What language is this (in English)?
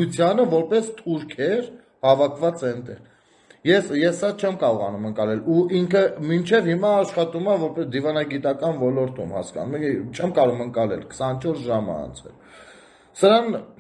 Armenian